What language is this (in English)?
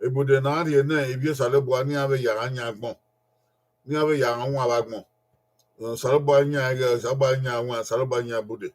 Bini